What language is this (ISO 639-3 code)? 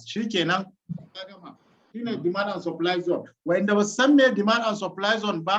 hau